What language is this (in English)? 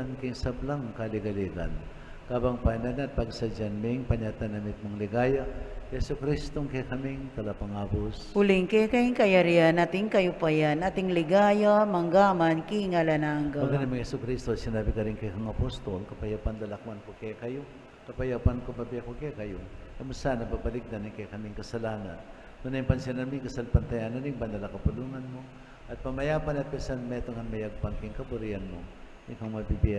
Pampanga